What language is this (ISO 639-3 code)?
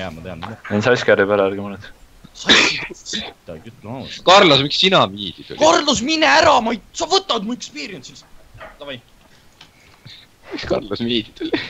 est